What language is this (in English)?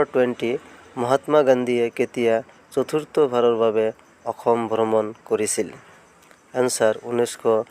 Assamese